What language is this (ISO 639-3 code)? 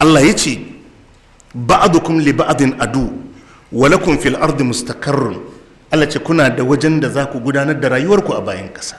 hau